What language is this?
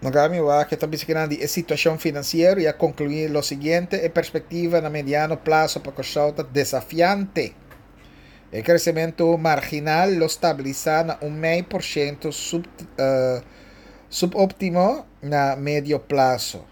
Papiamento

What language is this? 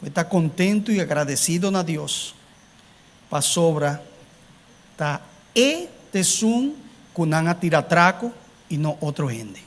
Papiamento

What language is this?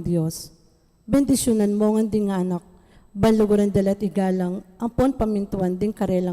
Pampanga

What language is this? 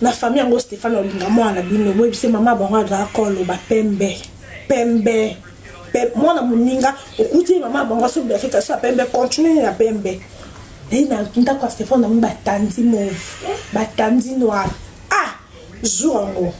Lingala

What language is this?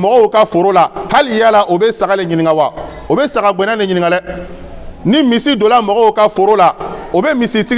Bambara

